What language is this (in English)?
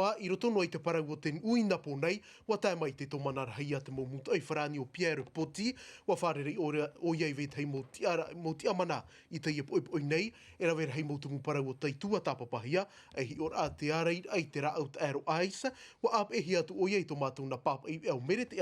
Tahitian